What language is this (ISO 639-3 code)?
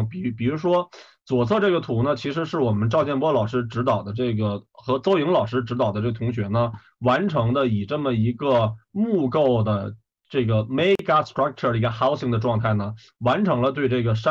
zho